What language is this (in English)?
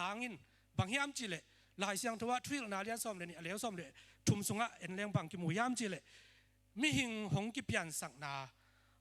Tedim Chin